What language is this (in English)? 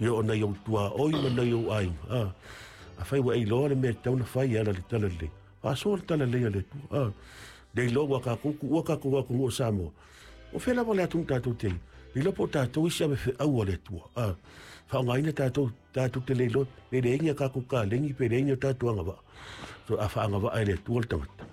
Samoan